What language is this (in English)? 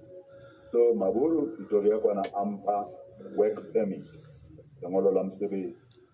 Southern Sotho